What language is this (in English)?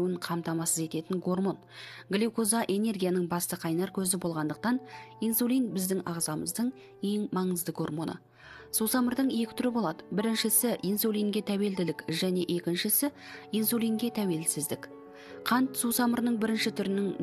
Kazakh